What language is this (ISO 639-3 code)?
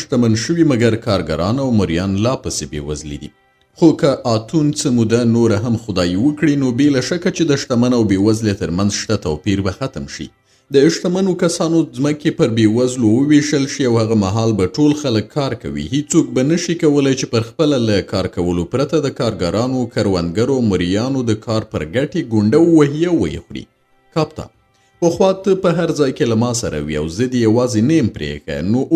pus